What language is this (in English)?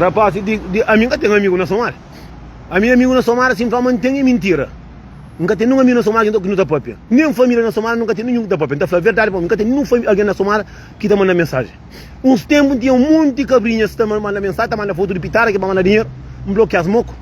Kabuverdianu